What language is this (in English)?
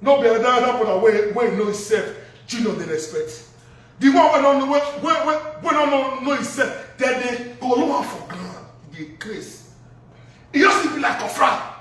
Nigerian Pidgin